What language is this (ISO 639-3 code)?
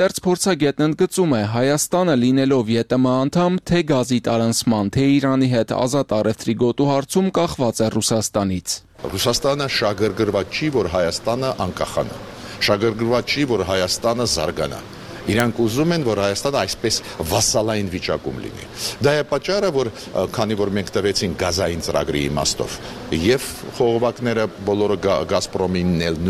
hye